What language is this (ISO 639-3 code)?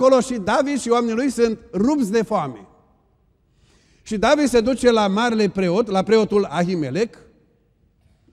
ron